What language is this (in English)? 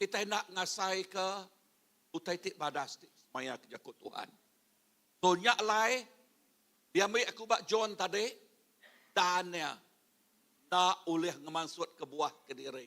Iban